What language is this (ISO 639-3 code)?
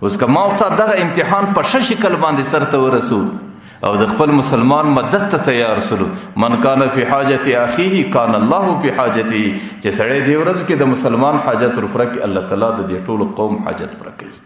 pus